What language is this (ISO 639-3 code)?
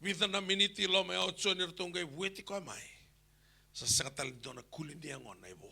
fij